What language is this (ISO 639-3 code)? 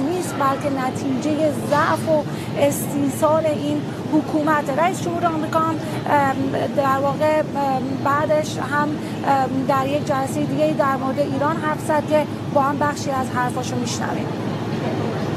fas